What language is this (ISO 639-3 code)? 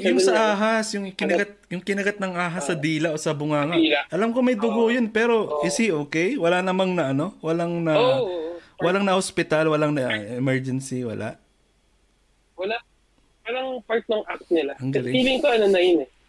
fil